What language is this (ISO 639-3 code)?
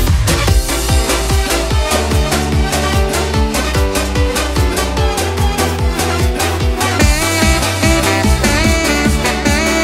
pol